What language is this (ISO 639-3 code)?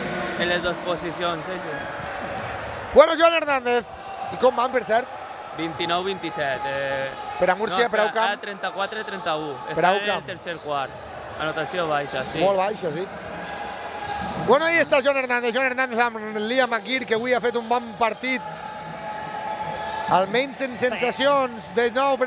cat